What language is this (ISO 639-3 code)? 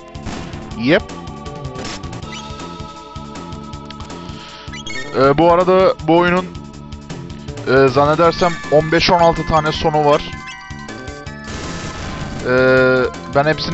tur